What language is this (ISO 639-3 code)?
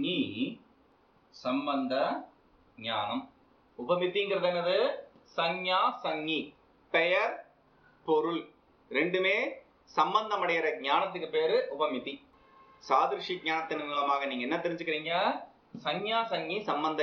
tam